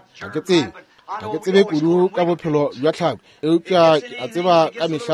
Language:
Northern Sotho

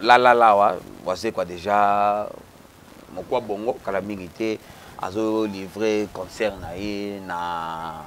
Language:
Lingala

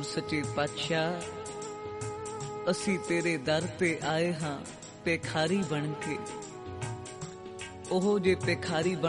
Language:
Punjabi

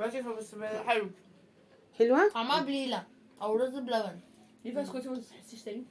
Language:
Egyptian Arabic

